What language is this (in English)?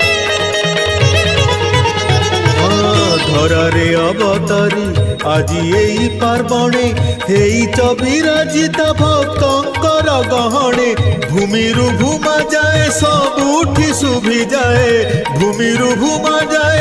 Odia